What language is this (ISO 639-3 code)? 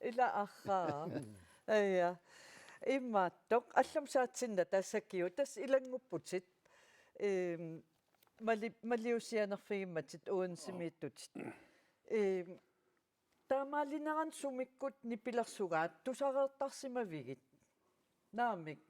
kal